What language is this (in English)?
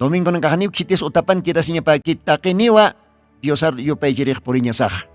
Aymara